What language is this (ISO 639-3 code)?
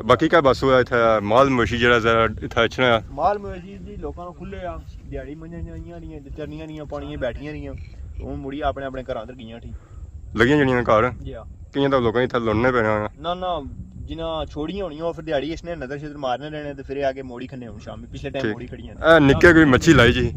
phr